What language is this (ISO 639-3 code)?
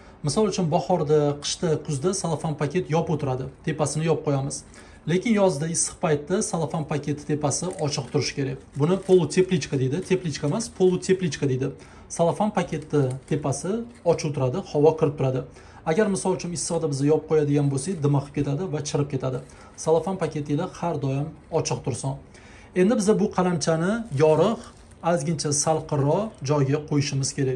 uzb